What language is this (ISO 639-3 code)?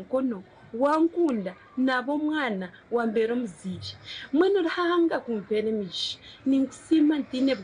nyn